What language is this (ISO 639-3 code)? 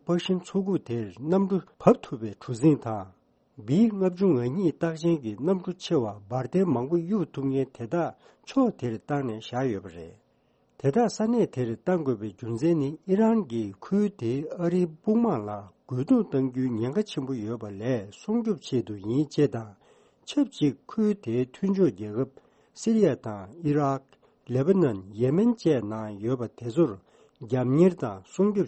bod